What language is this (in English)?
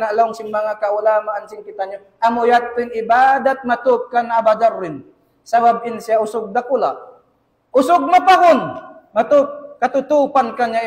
Tausug